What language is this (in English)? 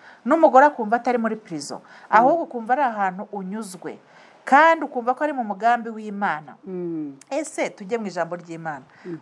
Kinyarwanda